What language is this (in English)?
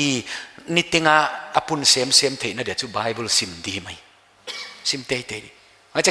Paite Chin